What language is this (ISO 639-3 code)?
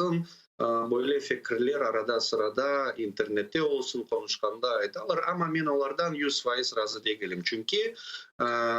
crh